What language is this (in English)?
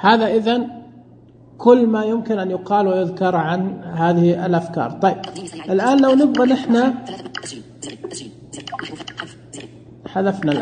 Najdi Arabic